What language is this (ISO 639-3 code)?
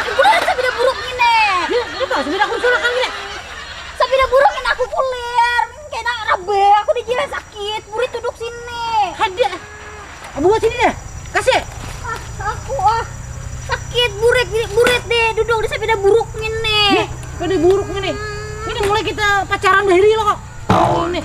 bjn